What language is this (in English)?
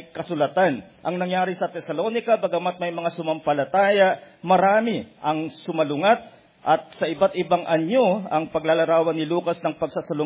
Filipino